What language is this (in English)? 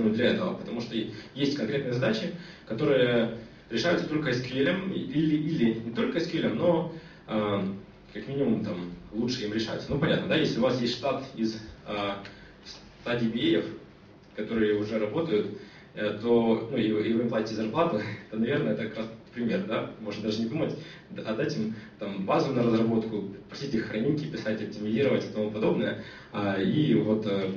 Russian